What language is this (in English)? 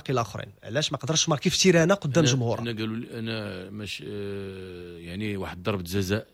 Moroccan Arabic